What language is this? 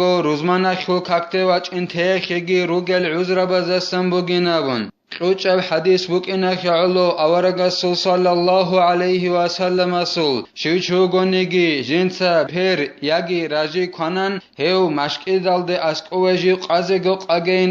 Avaric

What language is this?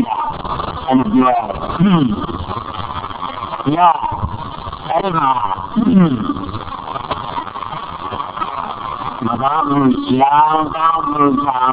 Burmese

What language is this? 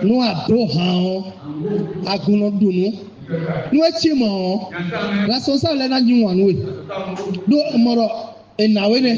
Fon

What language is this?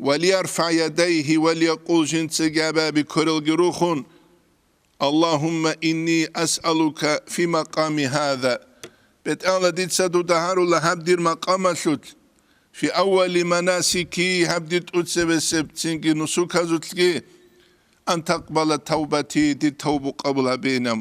Avaric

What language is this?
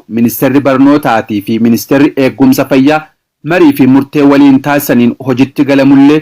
Oromo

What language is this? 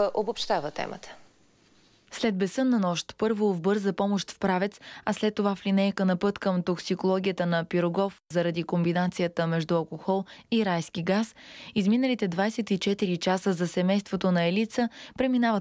Bulgarian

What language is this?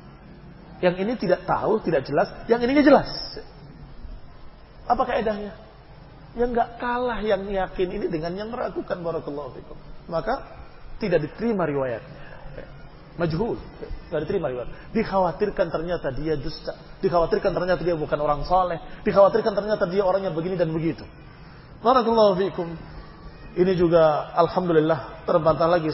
Indonesian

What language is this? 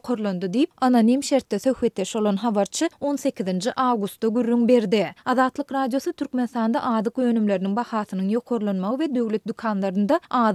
Turkmen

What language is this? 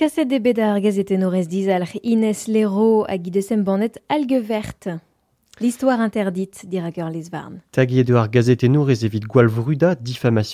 Breton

